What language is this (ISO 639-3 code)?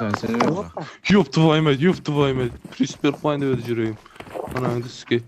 kaa